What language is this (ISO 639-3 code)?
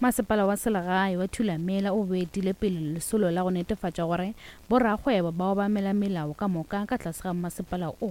nso